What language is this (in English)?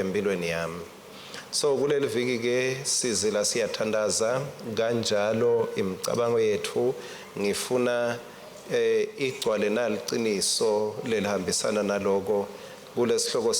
Swati